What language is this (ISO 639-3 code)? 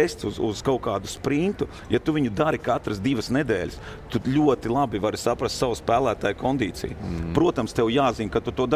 lav